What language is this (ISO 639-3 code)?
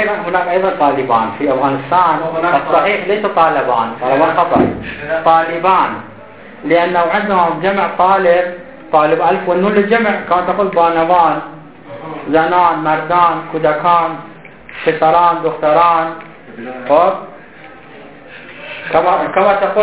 ara